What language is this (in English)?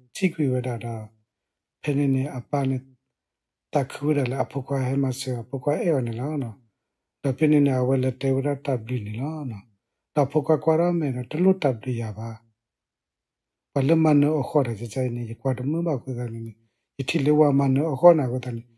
S'gaw Karen